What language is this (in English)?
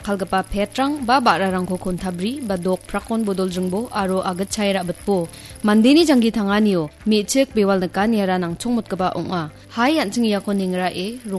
Garo